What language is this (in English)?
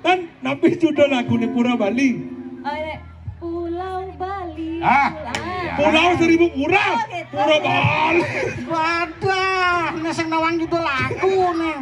Balinese